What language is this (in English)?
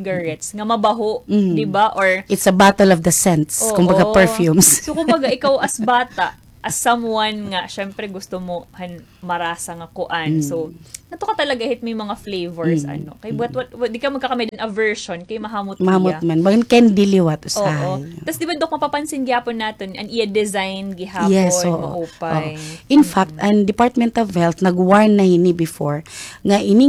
Waray